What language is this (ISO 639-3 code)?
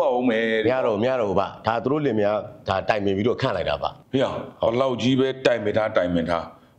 mya